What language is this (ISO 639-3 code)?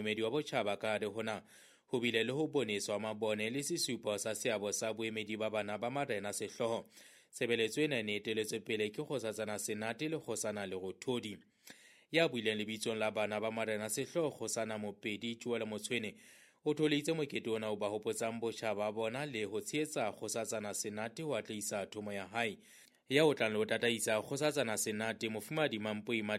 sot